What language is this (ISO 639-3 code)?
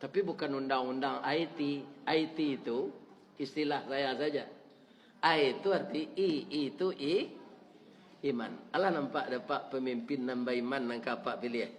min